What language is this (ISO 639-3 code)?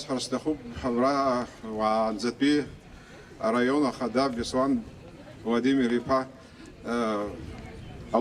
abk